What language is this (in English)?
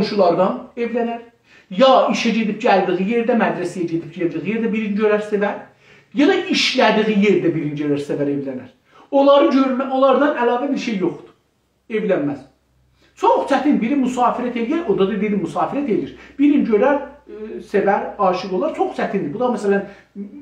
South Azerbaijani